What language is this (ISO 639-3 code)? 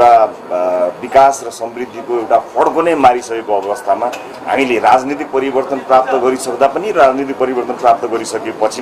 nep